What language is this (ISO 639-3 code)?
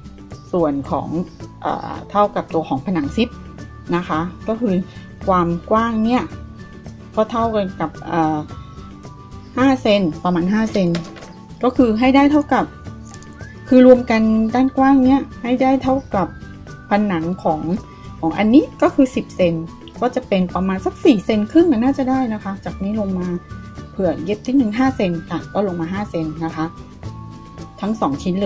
tha